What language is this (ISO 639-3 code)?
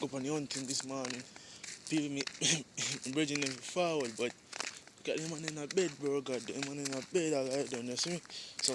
jam